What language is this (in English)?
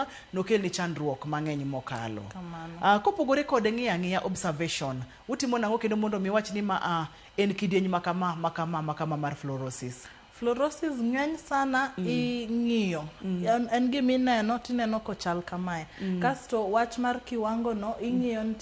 Luo (Kenya and Tanzania)